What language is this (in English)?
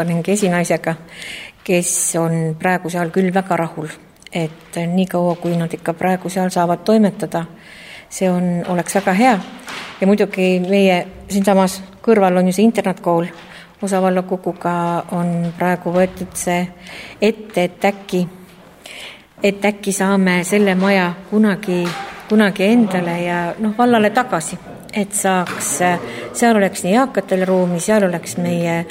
Estonian